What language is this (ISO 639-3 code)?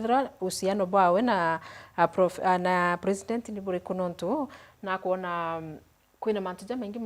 mer